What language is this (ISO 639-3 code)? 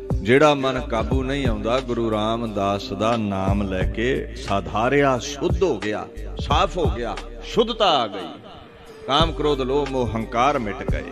pan